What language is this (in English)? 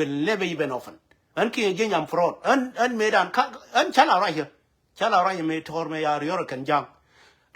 Nuer